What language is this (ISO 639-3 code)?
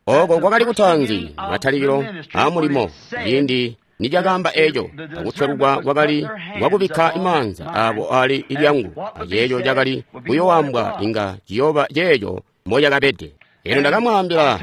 toi